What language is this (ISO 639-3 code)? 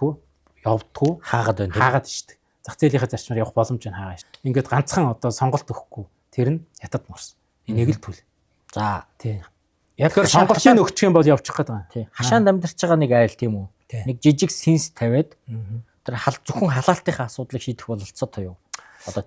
mon